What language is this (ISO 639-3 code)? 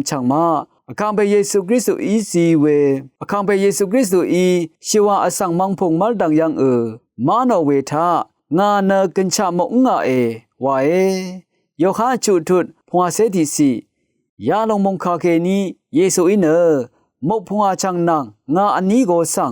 raw